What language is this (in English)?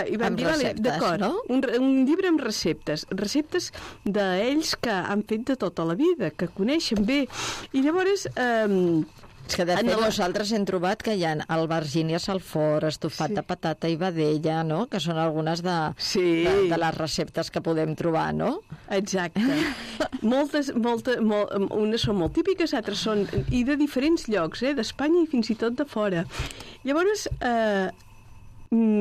Catalan